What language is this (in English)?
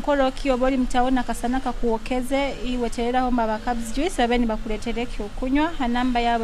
Nyoro